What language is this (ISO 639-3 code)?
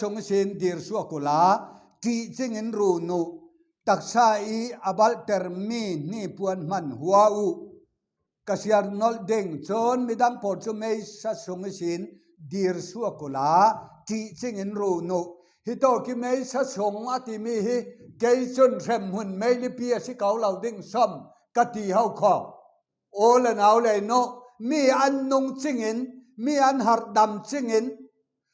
cfm